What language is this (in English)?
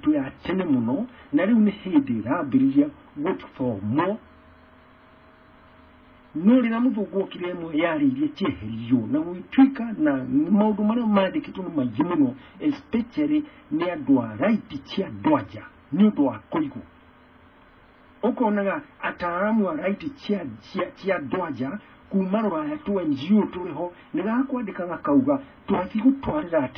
Kikuyu